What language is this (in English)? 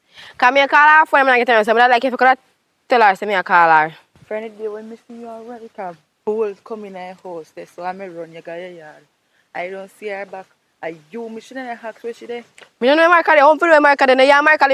Jamaican Creole English